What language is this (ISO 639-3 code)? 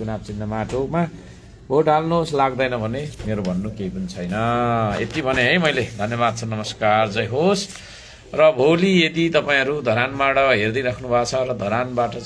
nep